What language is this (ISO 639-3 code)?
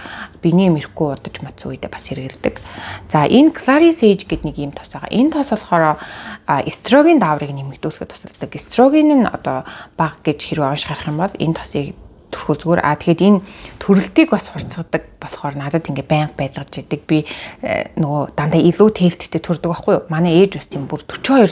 mon